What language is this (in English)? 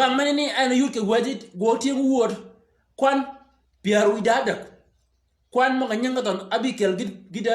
Shilluk